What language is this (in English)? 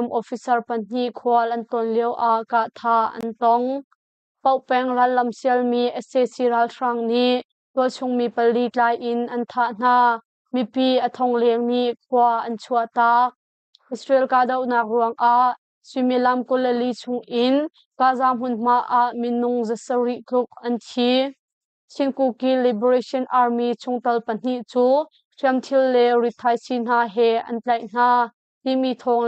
Hakha Chin